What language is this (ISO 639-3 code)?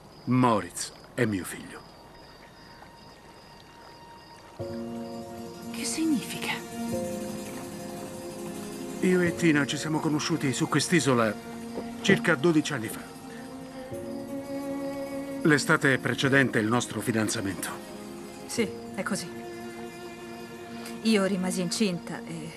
ita